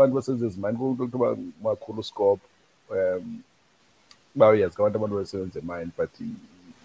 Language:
Xhosa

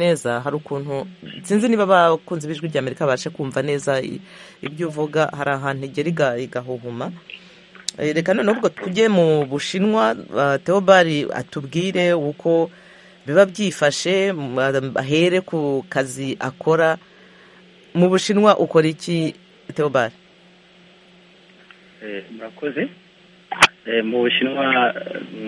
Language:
Kinyarwanda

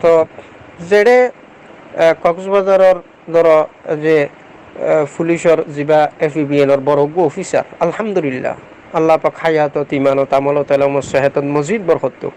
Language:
Rohingya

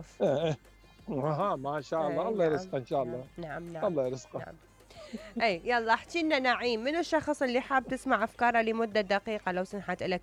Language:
Mesopotamian Arabic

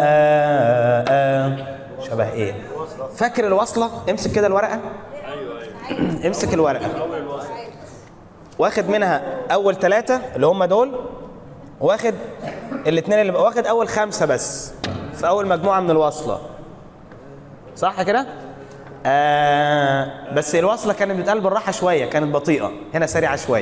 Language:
Egyptian Arabic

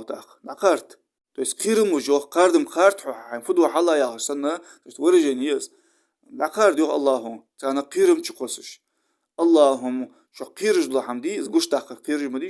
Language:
Ingush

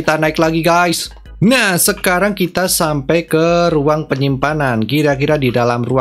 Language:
Indonesian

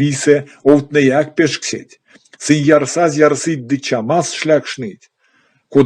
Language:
Erzya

